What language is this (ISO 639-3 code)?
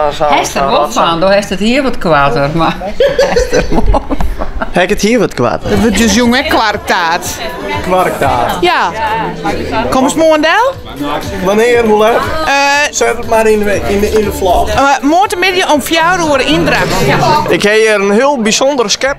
fry